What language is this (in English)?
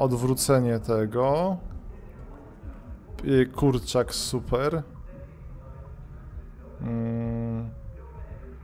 Polish